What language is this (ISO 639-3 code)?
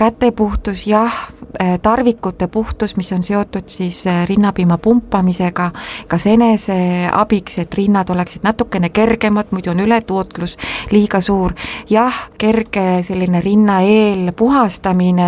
est